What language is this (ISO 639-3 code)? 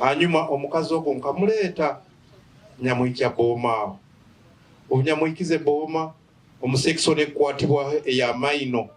nyn